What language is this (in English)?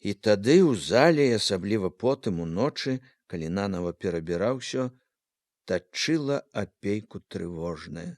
Belarusian